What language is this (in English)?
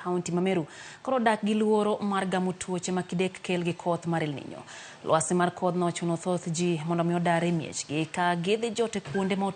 Luo (Kenya and Tanzania)